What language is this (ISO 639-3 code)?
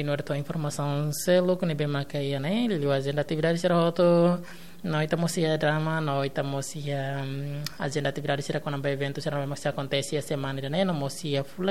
tet